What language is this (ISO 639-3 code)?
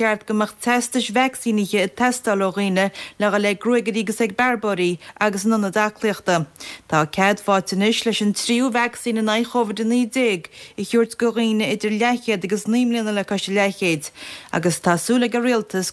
gle